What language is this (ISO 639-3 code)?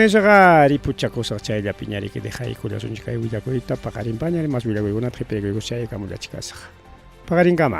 quy